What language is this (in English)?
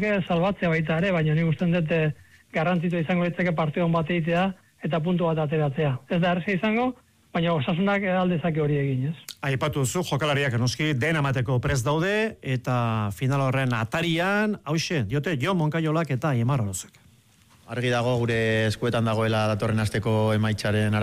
Basque